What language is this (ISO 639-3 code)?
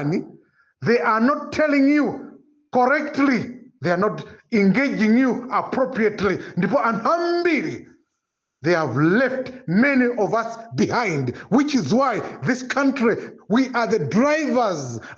nya